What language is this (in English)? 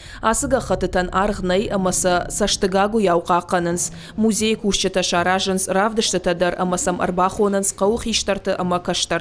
Ossetic